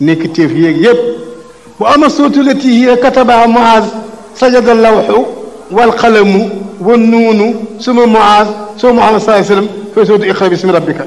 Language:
Wolof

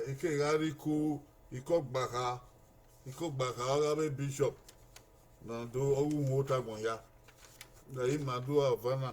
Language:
Bini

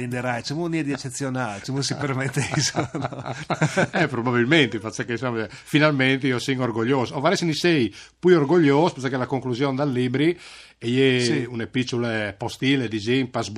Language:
Friulian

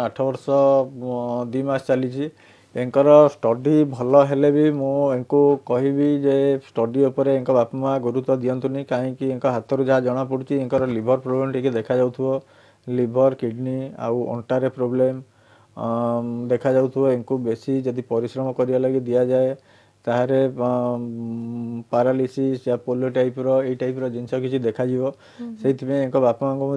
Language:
Odia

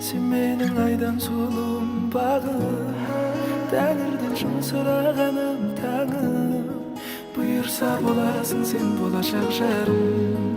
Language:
Kara-Kalpak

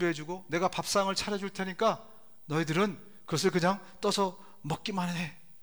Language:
Korean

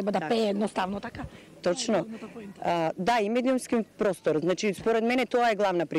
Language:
Macedonian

